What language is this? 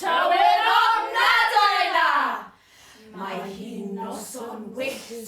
Welsh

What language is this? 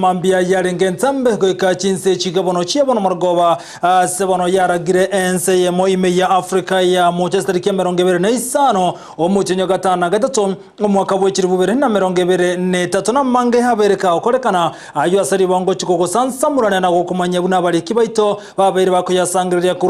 Gusii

